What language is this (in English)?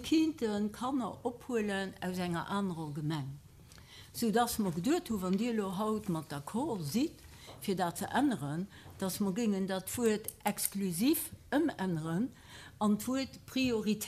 Luxembourgish